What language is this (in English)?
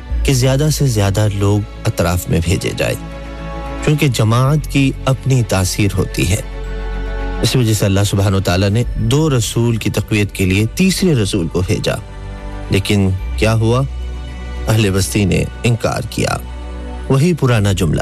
Urdu